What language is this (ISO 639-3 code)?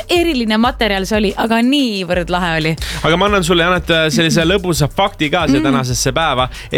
est